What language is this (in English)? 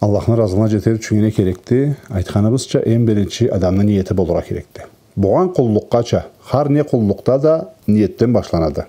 Karachay-Balkar